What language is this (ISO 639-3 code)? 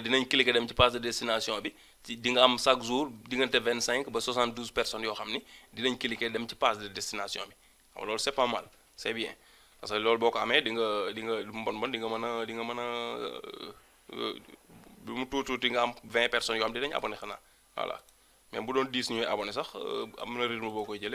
wol